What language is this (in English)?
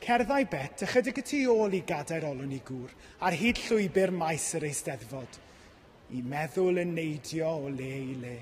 Welsh